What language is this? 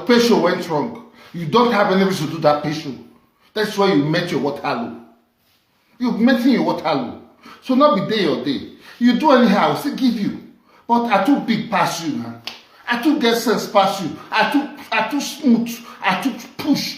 Nigerian Pidgin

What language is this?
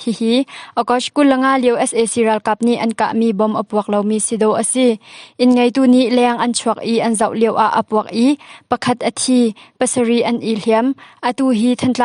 Hakha Chin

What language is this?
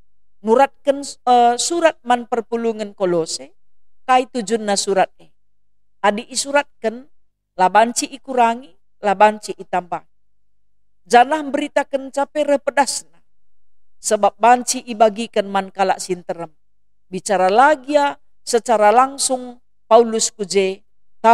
Batak Karo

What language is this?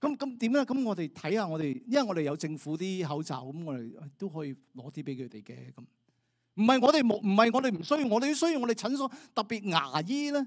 Cantonese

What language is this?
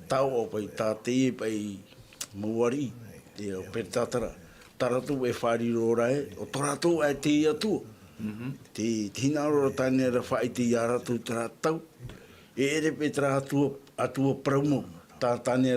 Tahitian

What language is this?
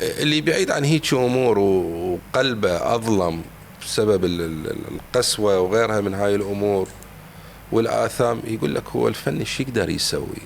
Mesopotamian Arabic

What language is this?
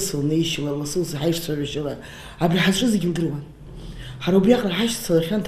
Abkhazian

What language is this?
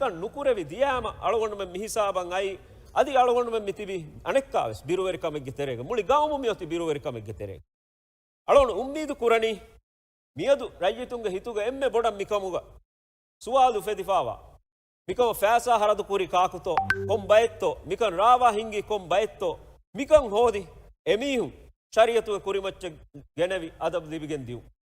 Divehi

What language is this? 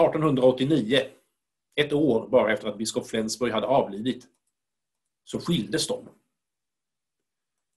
Swedish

